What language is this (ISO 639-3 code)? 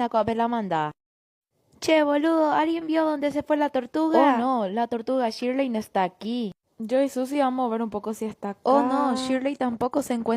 grn